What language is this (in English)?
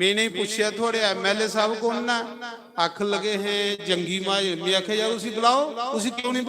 Dogri